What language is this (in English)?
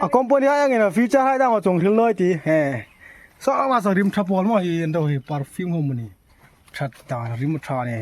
Hmar